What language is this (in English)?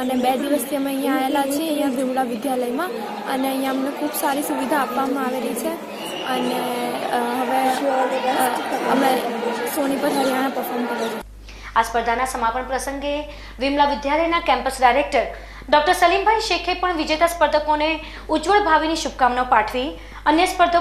Gujarati